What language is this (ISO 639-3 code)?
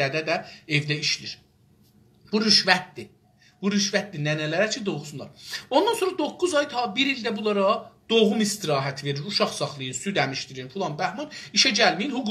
azb